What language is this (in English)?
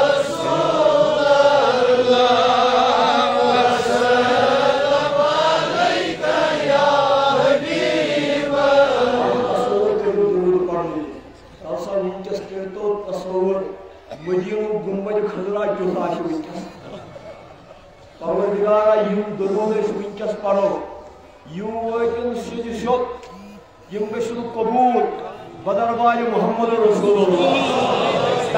Kashmiri